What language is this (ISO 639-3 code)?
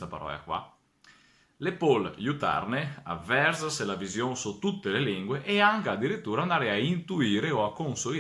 vec